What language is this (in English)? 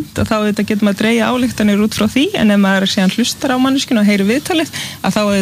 Icelandic